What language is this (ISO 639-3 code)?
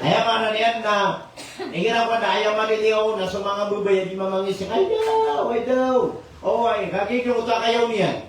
mrw